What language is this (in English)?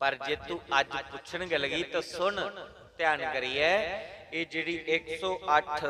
Dogri